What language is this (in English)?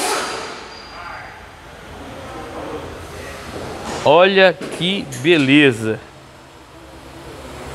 Portuguese